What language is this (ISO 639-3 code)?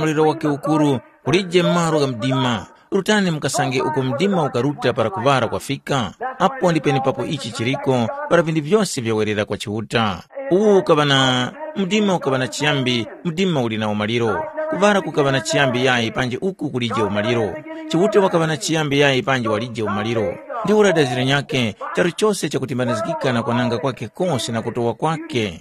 tum